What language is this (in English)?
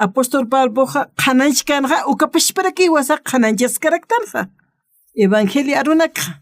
Aymara